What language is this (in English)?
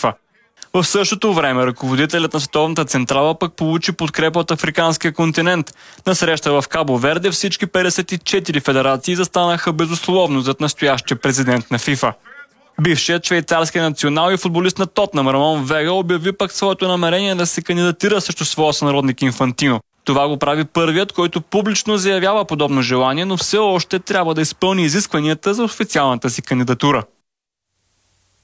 Bulgarian